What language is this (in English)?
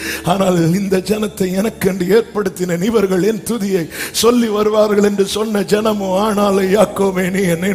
Tamil